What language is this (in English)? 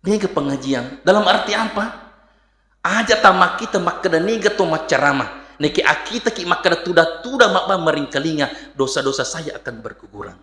Buginese